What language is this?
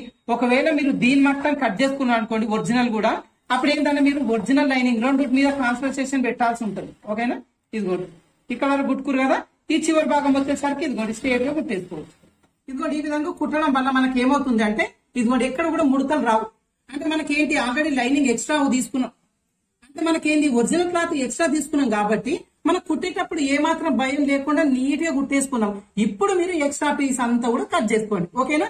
Telugu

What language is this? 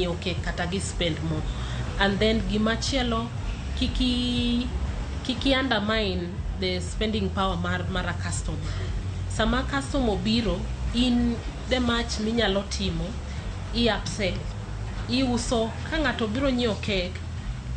Luo (Kenya and Tanzania)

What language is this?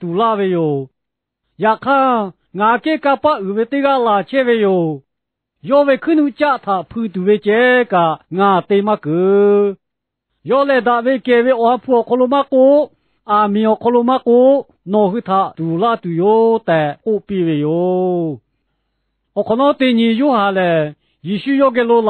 Lahu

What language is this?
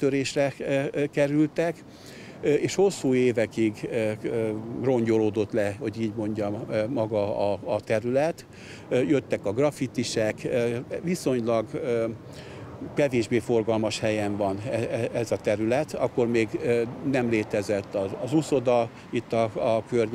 Hungarian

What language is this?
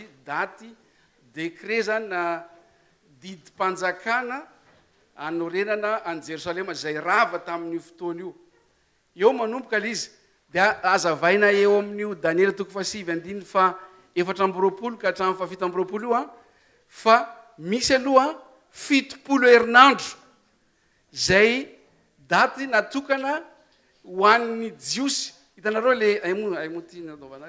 Malagasy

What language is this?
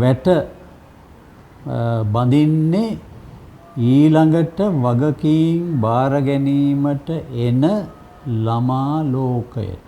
Sinhala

